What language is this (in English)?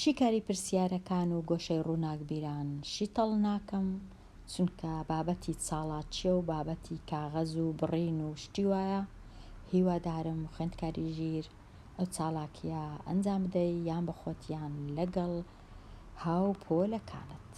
Central Kurdish